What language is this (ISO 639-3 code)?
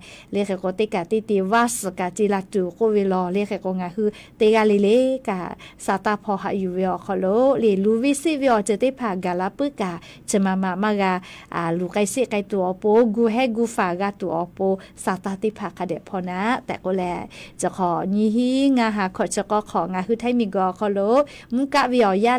lhu